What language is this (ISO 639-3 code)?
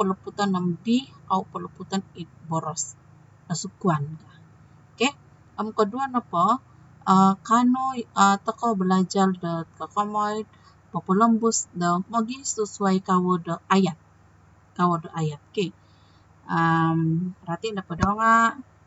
dtp